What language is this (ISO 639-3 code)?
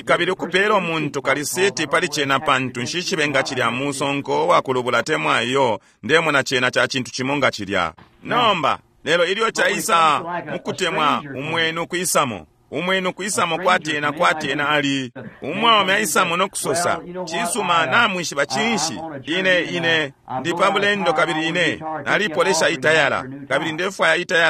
bem